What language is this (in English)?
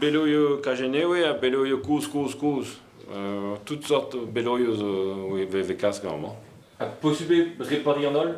Breton